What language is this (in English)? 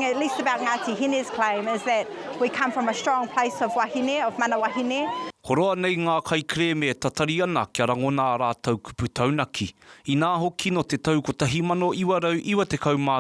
Māori